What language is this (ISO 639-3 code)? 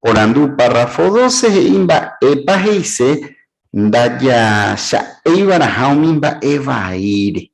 grn